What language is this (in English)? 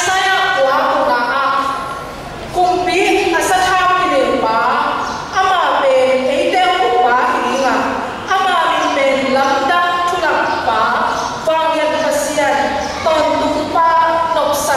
Tedim Chin